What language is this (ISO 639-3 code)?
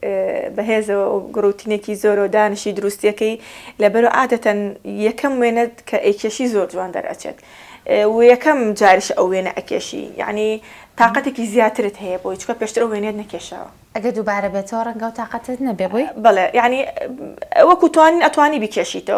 ckb